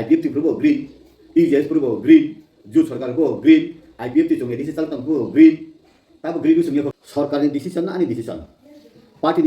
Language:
Kok Borok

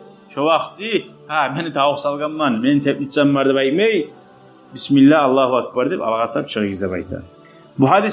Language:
Kumyk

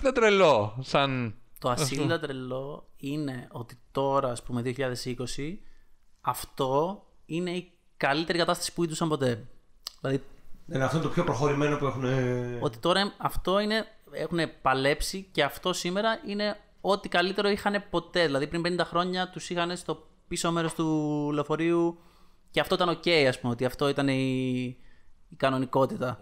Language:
Greek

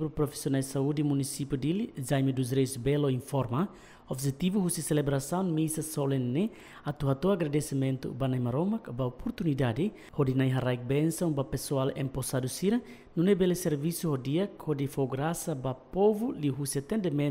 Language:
Tetum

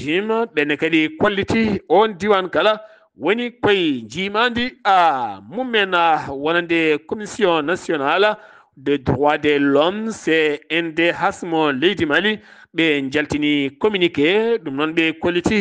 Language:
Fula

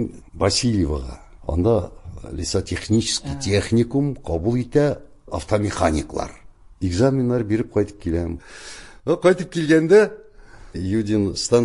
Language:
Tatar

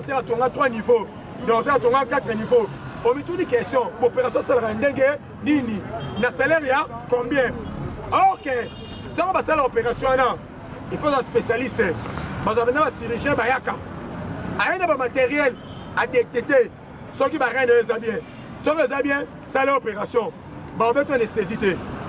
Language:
Lingala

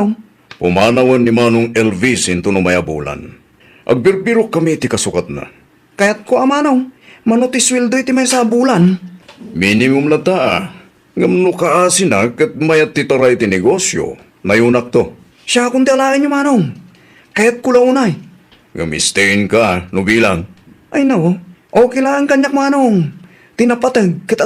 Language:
Iloko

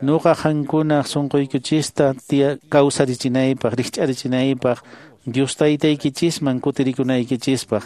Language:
Quechua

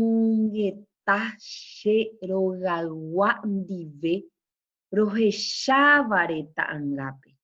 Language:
Guarani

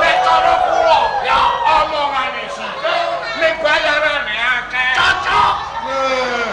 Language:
Javanese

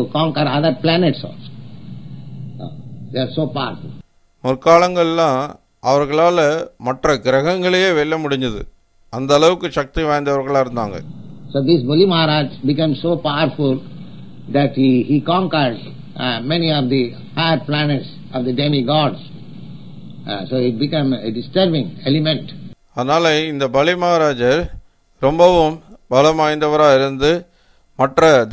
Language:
Tamil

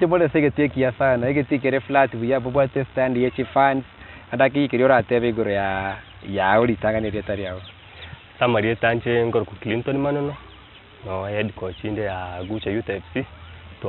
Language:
Gusii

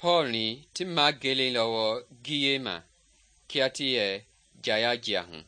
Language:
Mende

